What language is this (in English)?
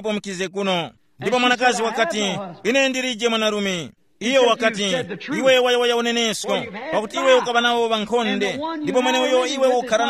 Tumbuka